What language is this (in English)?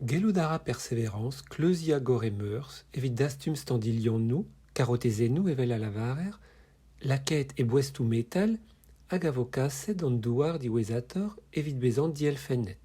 Breton